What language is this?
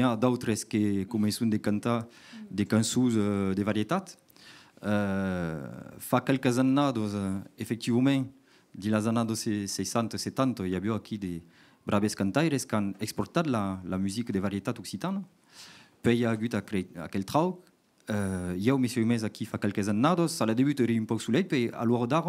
Occitan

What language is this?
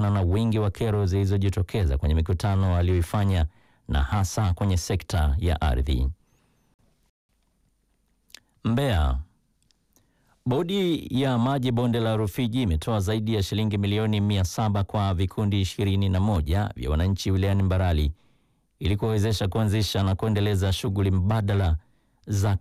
Swahili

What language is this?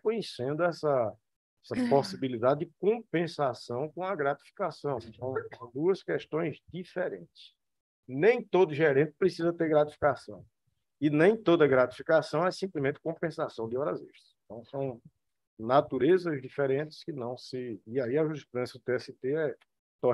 Portuguese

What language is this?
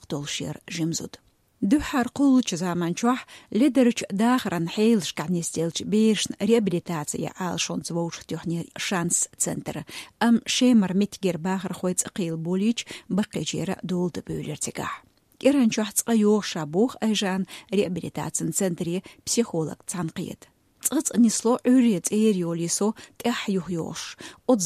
Chechen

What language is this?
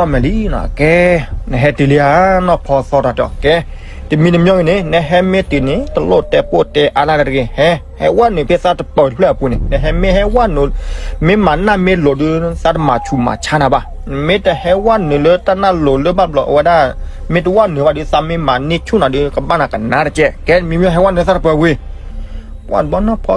S'gaw Karen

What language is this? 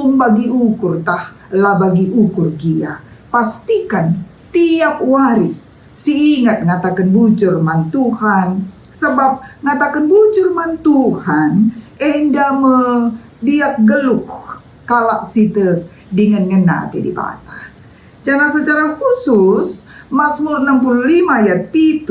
Batak Karo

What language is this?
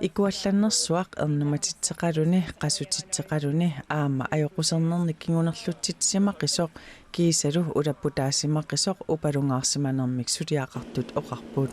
Kalaallisut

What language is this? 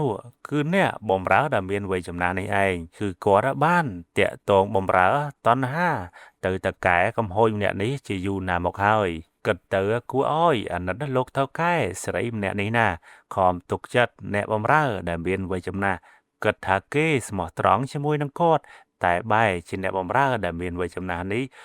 Khmer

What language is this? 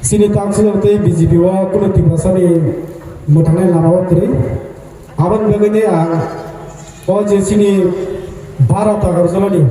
Kok Borok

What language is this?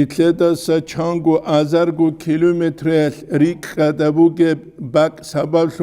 Avaric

